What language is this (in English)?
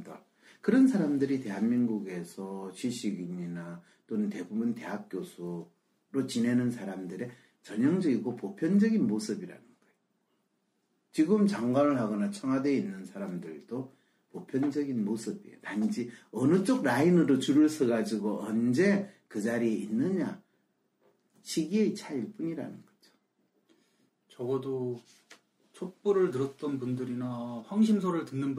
Korean